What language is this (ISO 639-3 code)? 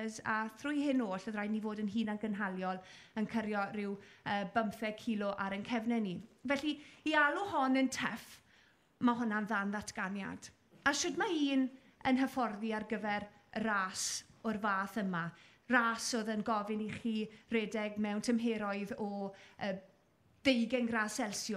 cym